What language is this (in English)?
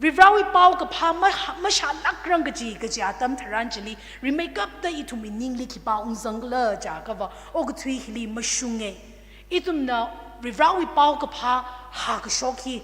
Tangkhul Naga (India)